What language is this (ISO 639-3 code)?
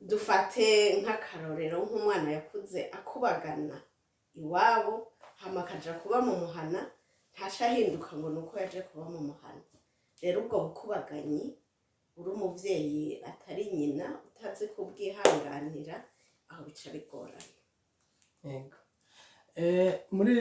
run